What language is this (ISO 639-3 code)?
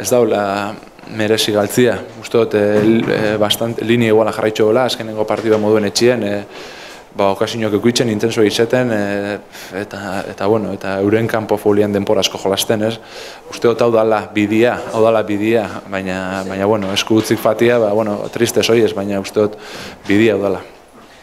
eus